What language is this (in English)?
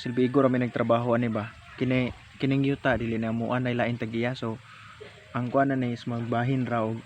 Cebuano